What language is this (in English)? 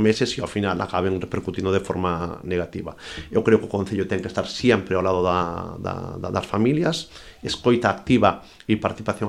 Galician